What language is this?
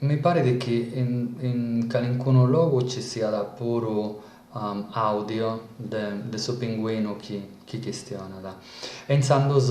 Sardinian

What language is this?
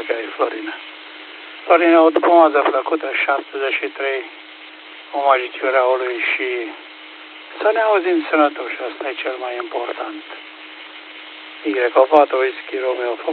Romanian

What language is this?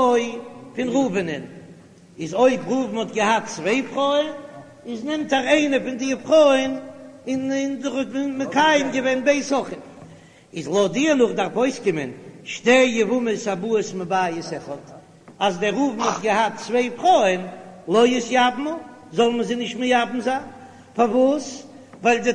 Yiddish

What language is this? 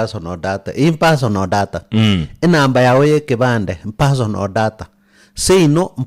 Gusii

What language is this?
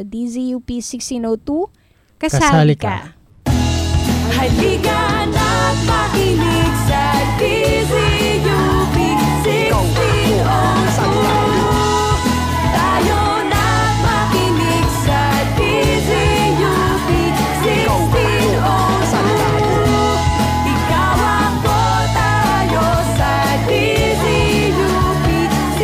Filipino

